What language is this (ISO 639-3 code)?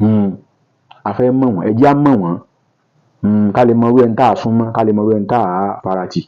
yor